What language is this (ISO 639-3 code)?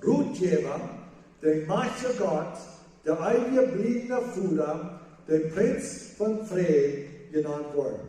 pdt